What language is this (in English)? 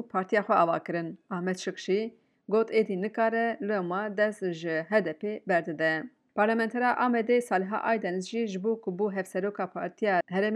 Kurdish